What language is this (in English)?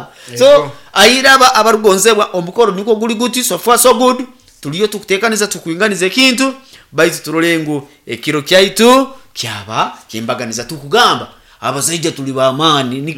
Nyankole